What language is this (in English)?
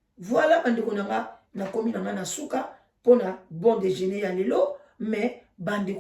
Lingala